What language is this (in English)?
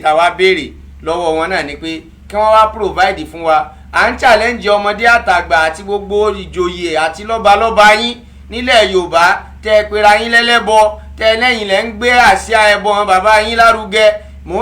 Yoruba